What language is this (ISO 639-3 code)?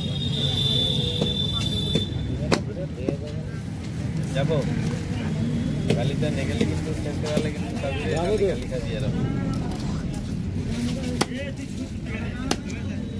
ben